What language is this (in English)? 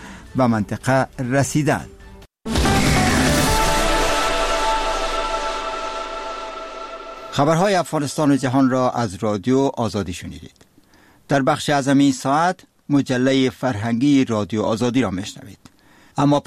Persian